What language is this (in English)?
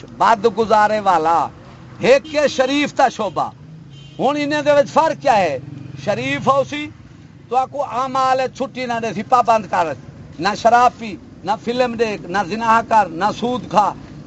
Saraiki